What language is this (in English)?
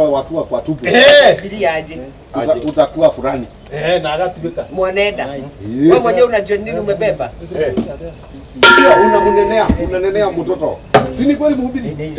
Kikuyu